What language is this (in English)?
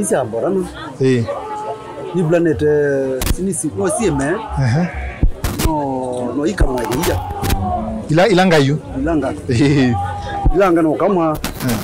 Kamba